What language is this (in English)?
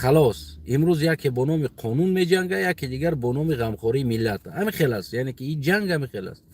Tajik